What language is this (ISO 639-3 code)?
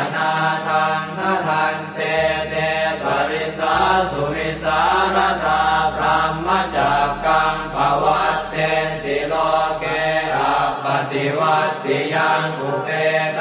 pli